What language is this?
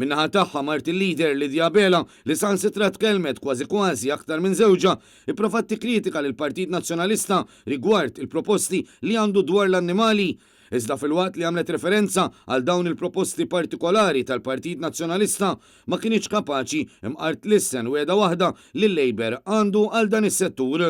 Maltese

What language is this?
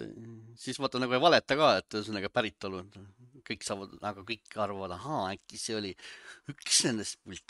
Estonian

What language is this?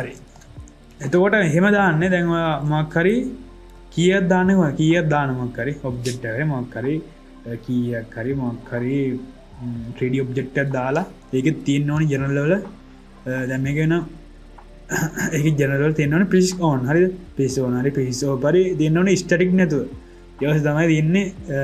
Sinhala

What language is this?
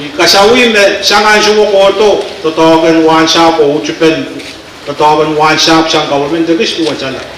Pohnpeian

